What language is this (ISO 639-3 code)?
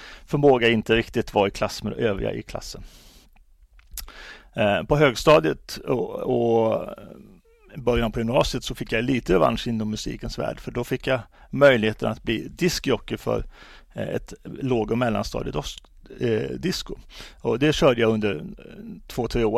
swe